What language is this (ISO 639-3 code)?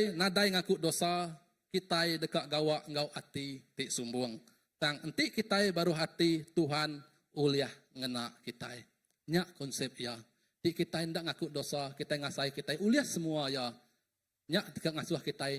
iba